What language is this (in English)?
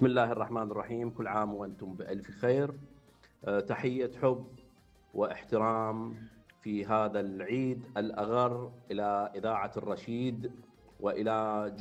Mesopotamian Arabic